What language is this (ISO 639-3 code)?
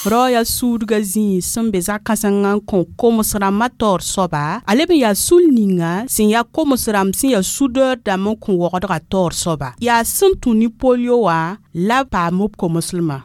mos